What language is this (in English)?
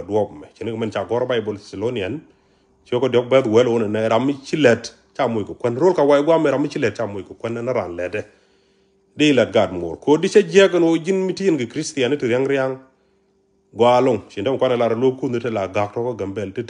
Nuer